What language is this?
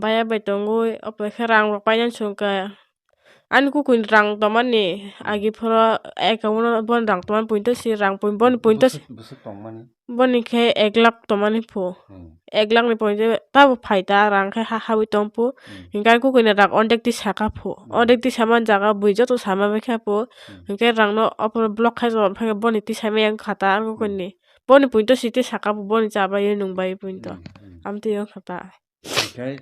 Kok Borok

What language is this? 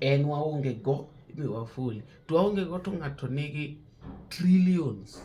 Luo (Kenya and Tanzania)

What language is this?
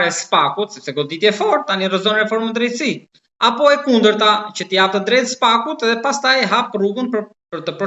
Albanian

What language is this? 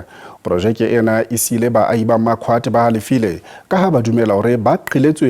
Southern Sotho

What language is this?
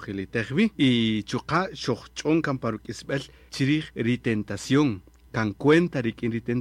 Kaqchikel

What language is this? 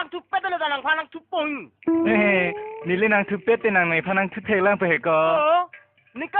Karbi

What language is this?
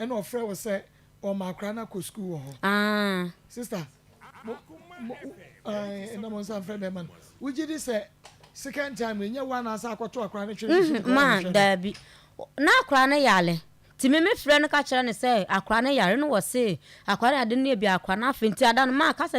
Akan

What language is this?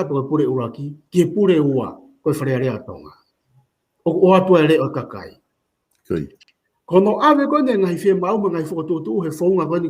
Tongan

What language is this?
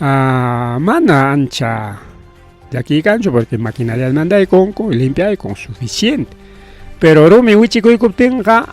Ayacucho Quechua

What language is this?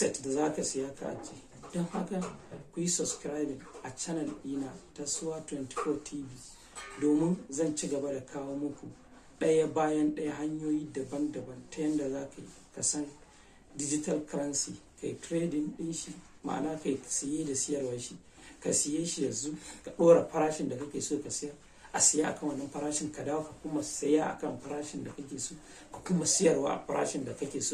Hausa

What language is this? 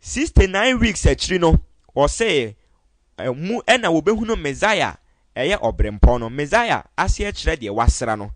Akan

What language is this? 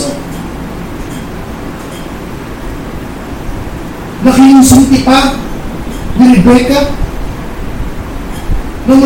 Filipino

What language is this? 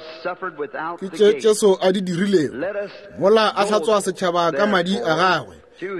Northern Sotho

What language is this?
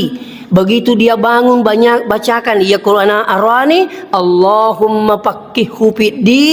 Buginese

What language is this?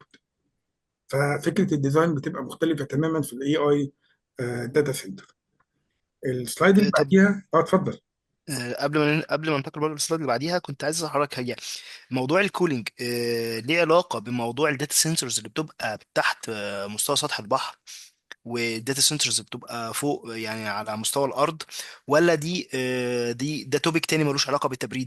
Egyptian Arabic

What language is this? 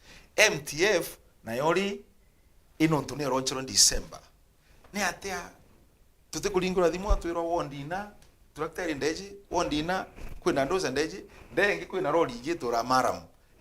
Meru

